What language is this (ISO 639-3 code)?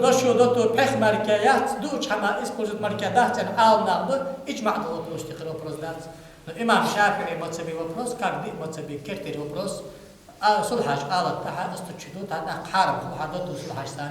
inh